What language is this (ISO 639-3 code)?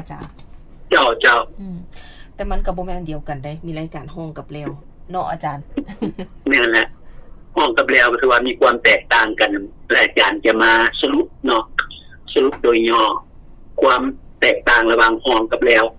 lao